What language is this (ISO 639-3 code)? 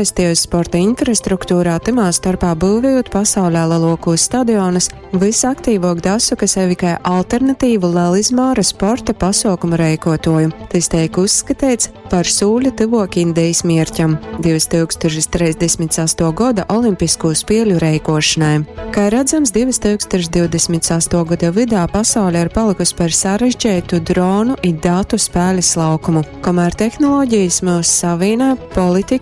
ltg